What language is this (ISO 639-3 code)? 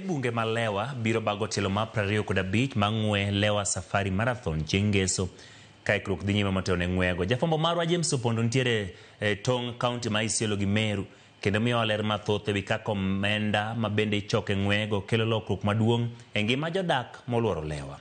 luo